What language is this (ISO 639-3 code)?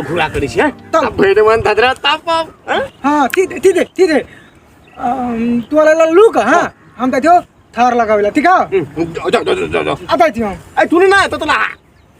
mai